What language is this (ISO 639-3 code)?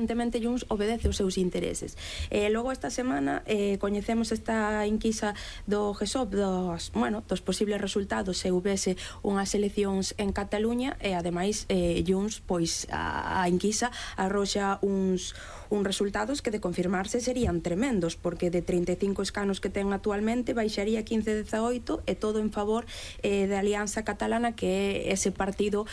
glg